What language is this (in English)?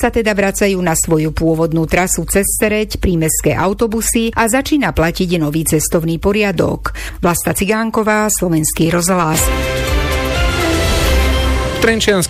Slovak